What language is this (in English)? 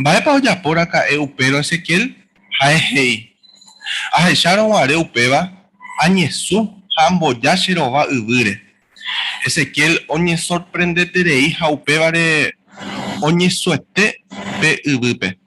Guarani